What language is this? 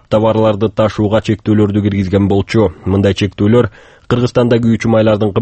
Kyrgyz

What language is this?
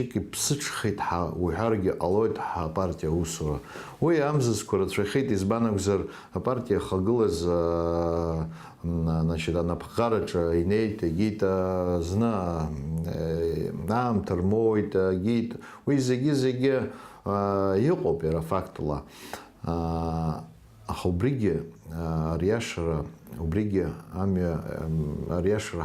Abkhazian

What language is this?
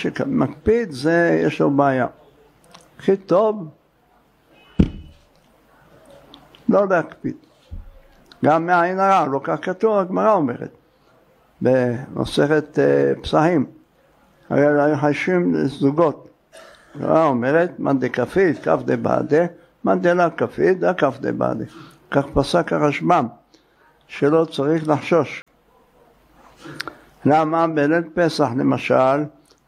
Hebrew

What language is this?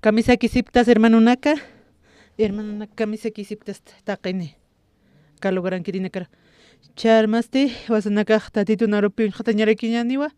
Aymara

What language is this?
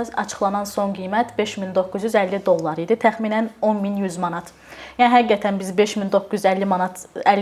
Azerbaijani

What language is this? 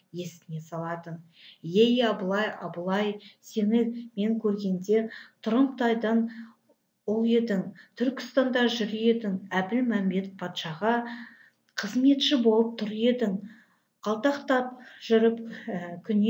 Kazakh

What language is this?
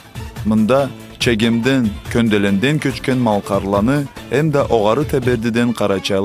Karachay-Balkar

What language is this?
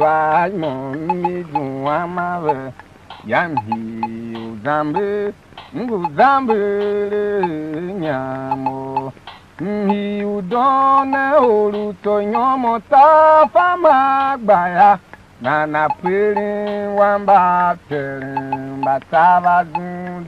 Tiv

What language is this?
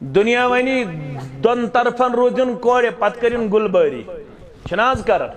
Kashmiri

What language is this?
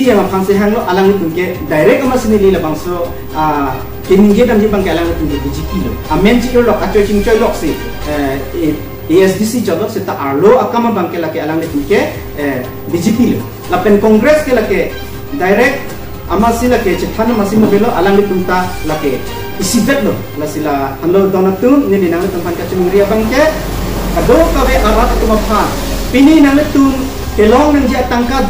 Karbi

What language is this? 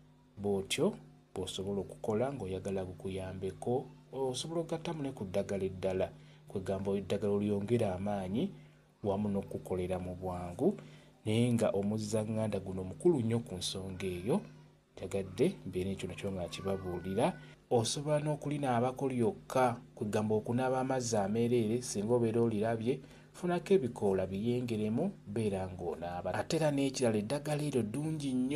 Ganda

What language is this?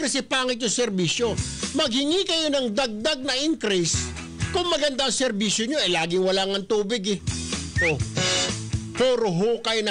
Filipino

